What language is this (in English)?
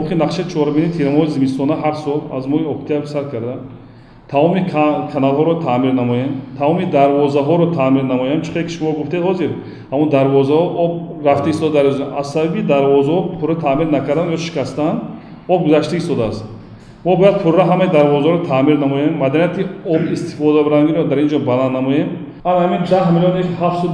Tajik